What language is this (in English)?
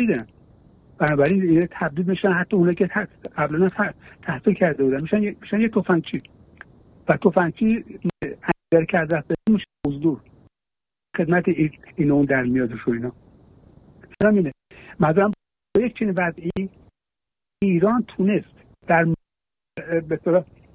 Persian